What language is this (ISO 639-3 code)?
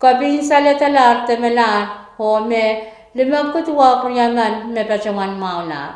pon